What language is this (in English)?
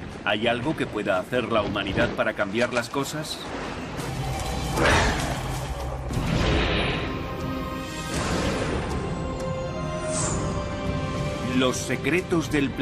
Spanish